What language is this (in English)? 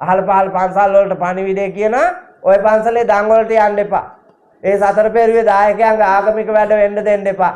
Sinhala